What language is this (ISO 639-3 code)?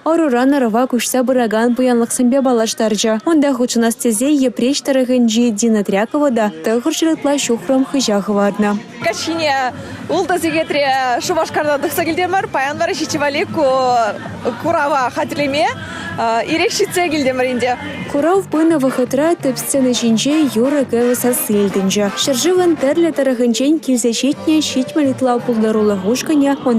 chv